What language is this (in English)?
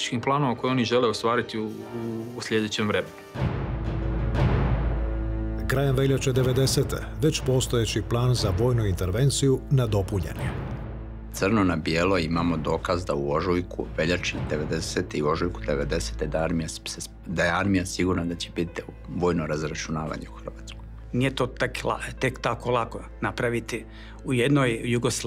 Croatian